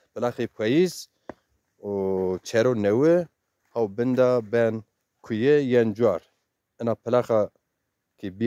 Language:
Zaza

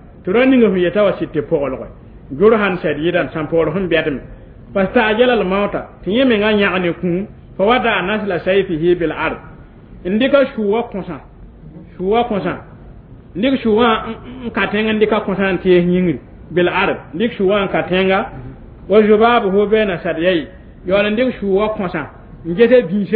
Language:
Mossi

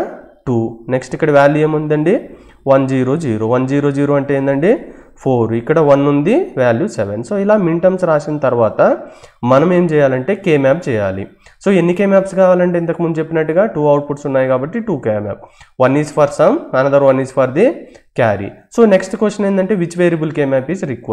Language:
Telugu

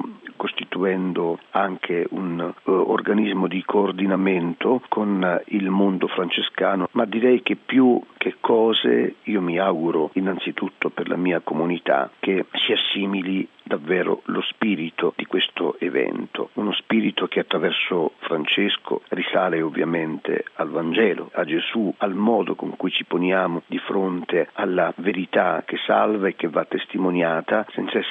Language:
Italian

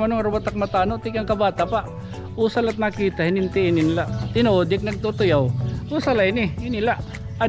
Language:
Waray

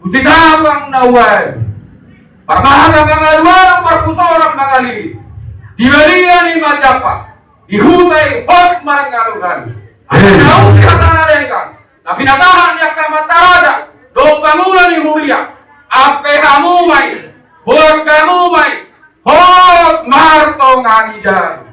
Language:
Batak Toba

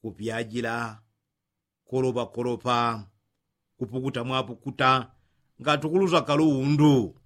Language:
Yao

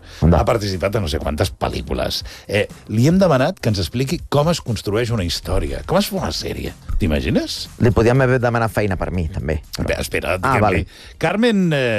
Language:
Catalan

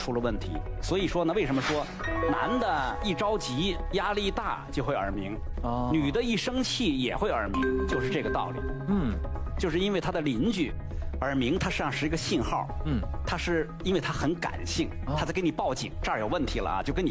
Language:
Chinese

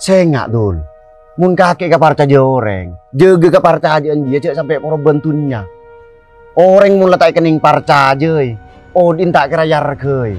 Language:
Madurese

